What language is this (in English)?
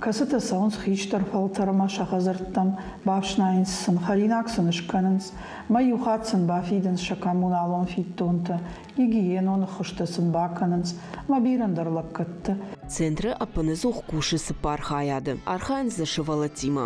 Ossetic